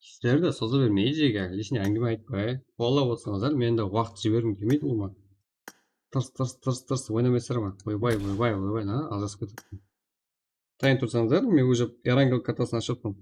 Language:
Kara-Kalpak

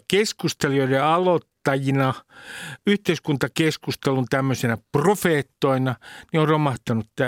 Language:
Finnish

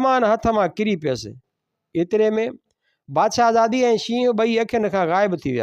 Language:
Sindhi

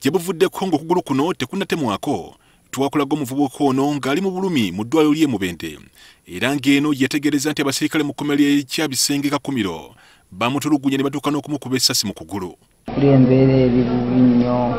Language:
Ganda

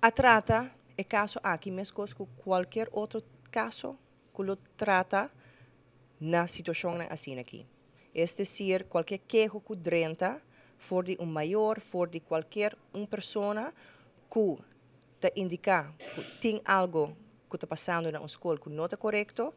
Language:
Papiamento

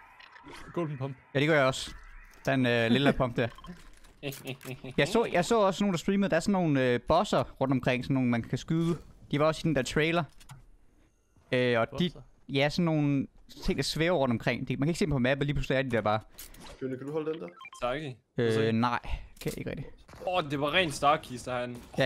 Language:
Danish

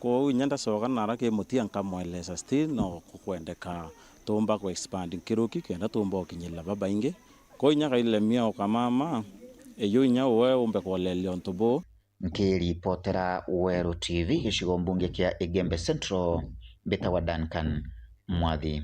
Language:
Meru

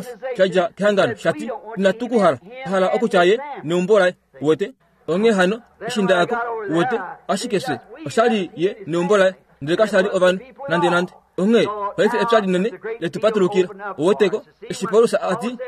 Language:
Kuanyama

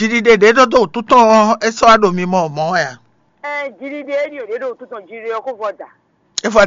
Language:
Fon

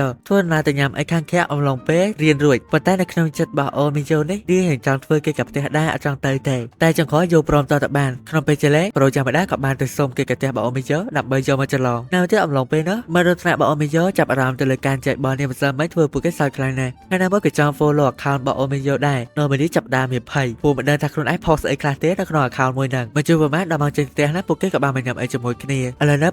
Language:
Khmer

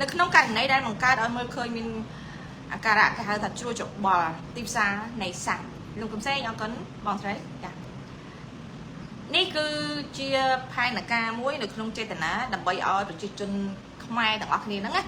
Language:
Khmer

